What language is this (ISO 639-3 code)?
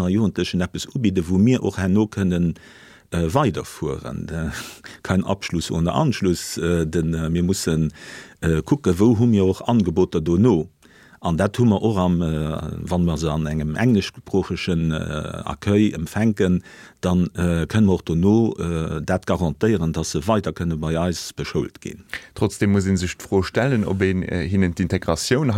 ltz